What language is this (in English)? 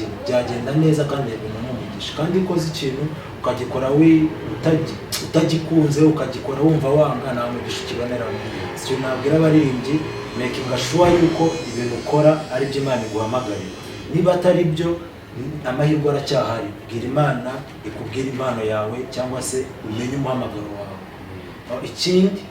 Kinyarwanda